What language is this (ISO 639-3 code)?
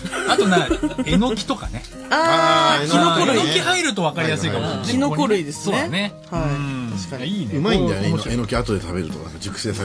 jpn